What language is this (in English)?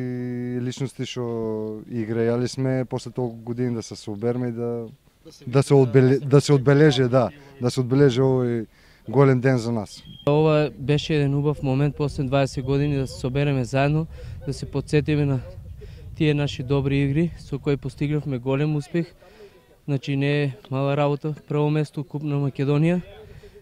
Macedonian